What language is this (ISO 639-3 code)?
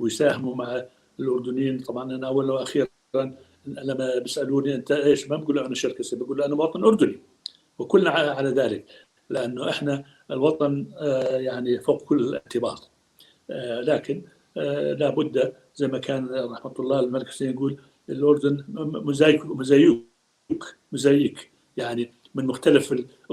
apc